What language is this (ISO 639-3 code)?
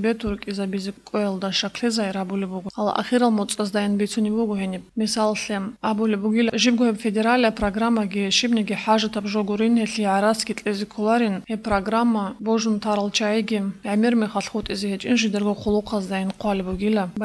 ava